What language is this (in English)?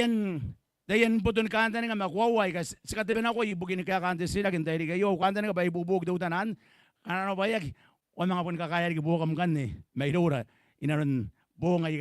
Gilbertese